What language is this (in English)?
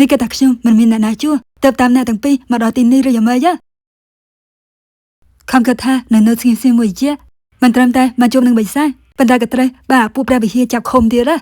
Khmer